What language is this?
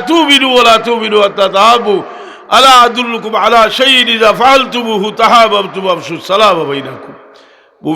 Sylheti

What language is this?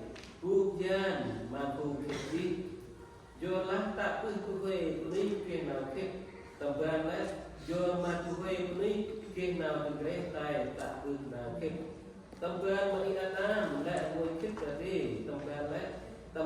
Central Mnong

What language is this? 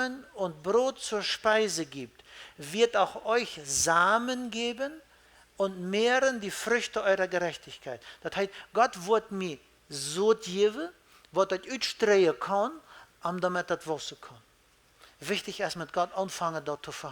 Plautdietsch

